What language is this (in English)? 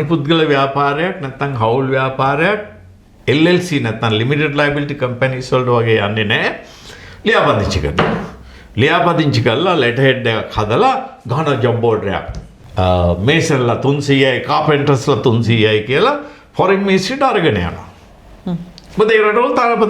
Sinhala